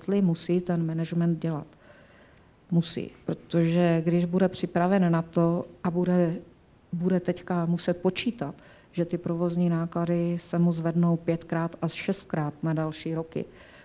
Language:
Czech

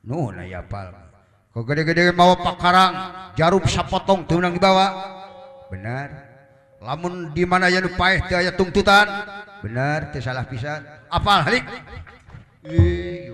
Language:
Sundanese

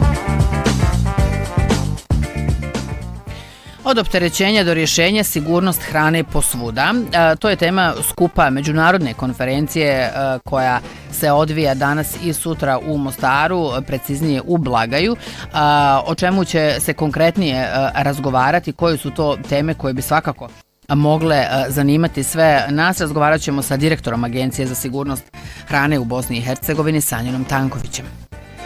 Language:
Bosnian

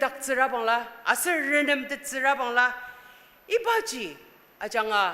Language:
Ao Naga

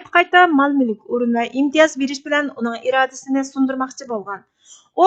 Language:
Uyghur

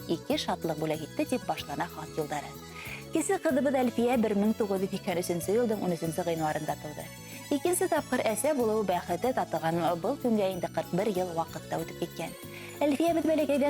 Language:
Bashkir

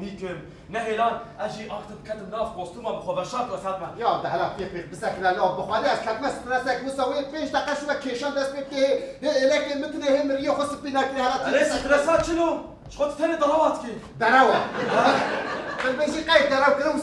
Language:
Kurdish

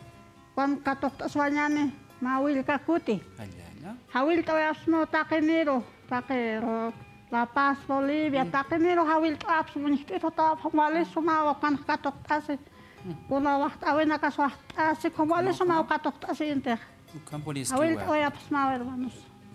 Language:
Aymara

